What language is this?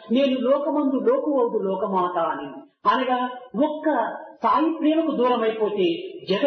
Telugu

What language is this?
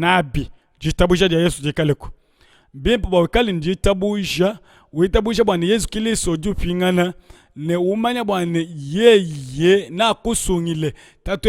Luba-Lulua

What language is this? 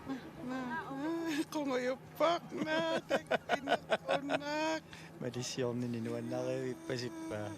Kalaallisut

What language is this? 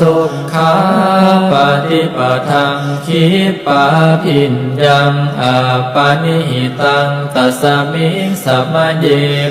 Pali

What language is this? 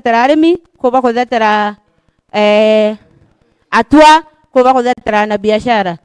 Meru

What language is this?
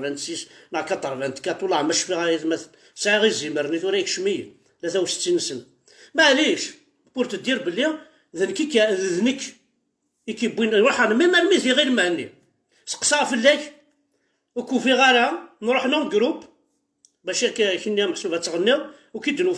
Kabyle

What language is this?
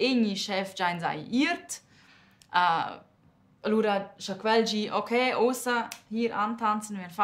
Romansh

